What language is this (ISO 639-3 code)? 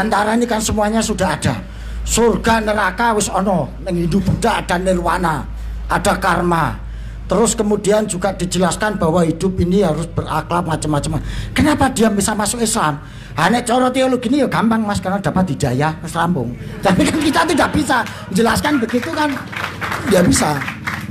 ind